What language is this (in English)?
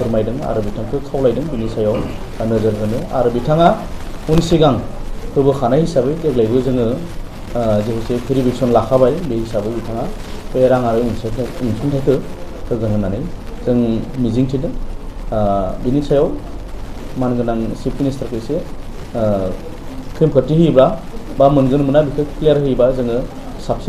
Bodo